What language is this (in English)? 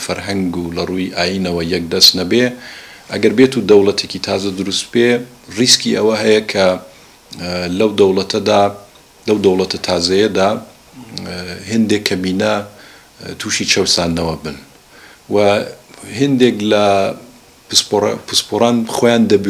Central Kurdish